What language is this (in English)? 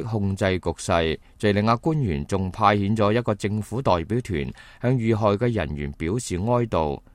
Cantonese